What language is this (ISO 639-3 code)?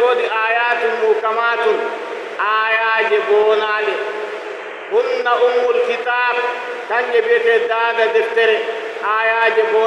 fuv